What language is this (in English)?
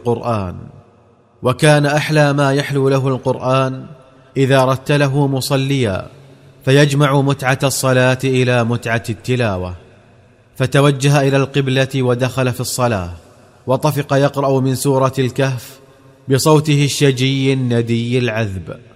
Arabic